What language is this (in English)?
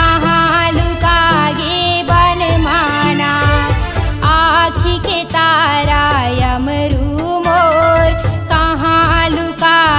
Chhattisgarhi